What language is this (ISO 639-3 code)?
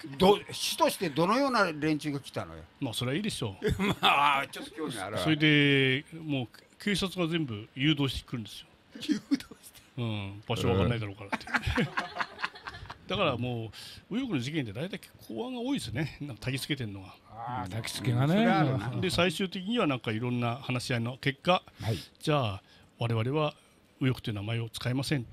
jpn